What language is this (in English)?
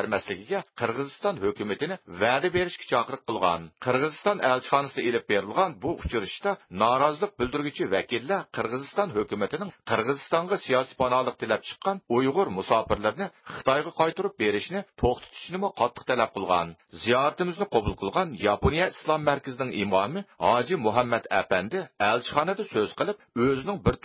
Uyghur